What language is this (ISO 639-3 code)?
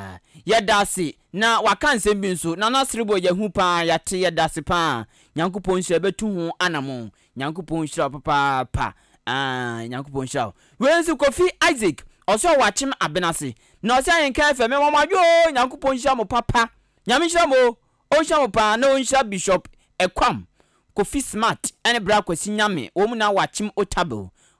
aka